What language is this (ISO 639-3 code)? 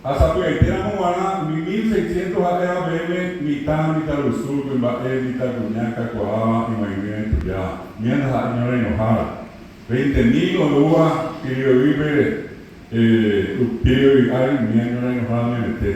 grn